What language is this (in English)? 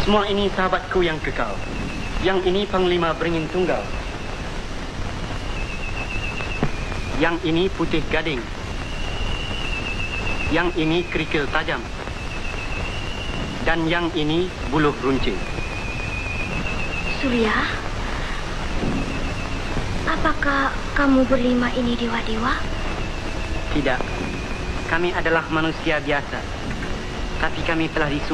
Malay